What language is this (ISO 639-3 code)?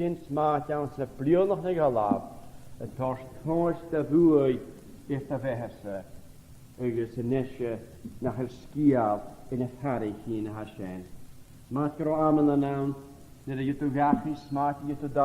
gla